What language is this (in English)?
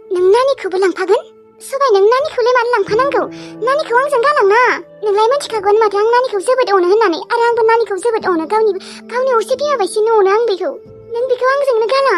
Bodo